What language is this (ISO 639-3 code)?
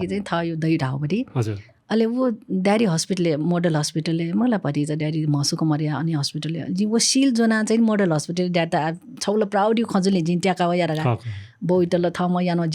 new